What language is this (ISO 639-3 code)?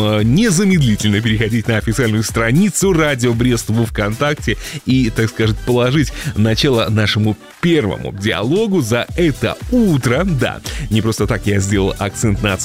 rus